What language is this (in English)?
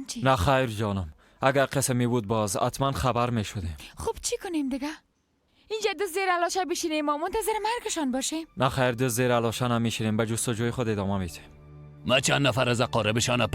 Persian